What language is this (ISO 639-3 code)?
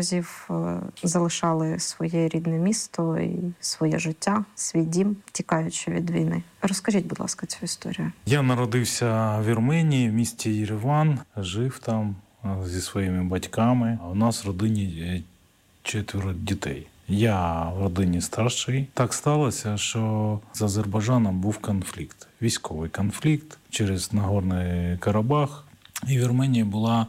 ukr